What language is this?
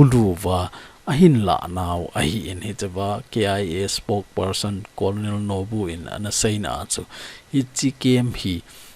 Thado Chin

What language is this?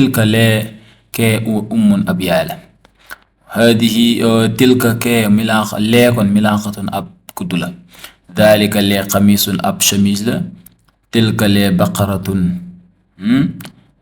Wolof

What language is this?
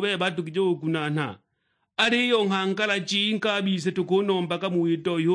Sukuma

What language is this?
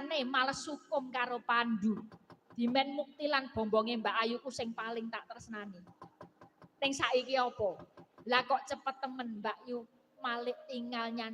Javanese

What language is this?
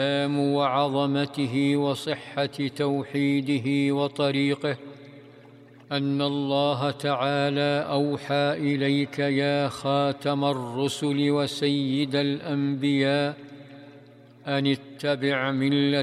Arabic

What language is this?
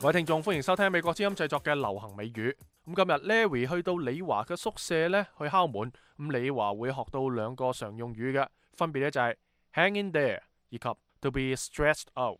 Cantonese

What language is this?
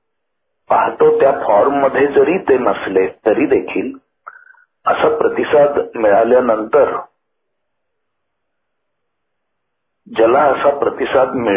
Marathi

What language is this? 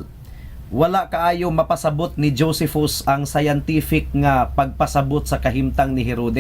Cebuano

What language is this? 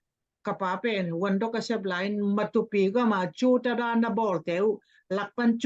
Tedim Chin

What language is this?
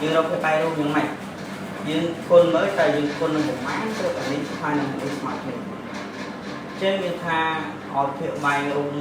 Khmer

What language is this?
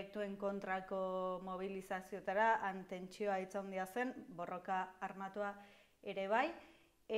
Basque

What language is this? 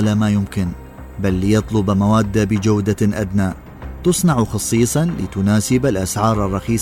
Mesopotamian Arabic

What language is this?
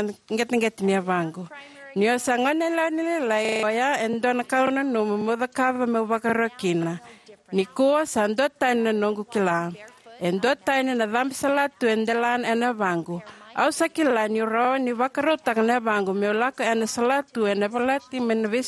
Fijian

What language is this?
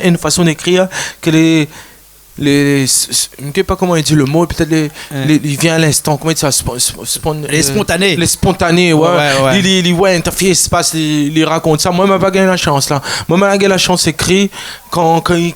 Réunion Creole French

